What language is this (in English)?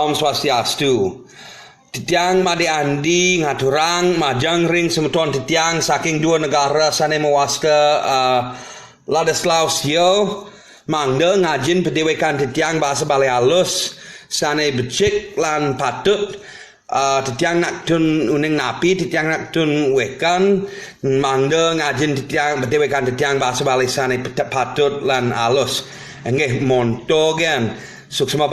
Balinese